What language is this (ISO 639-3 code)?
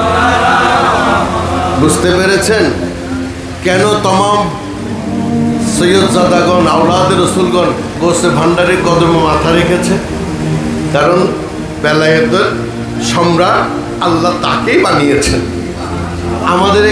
ben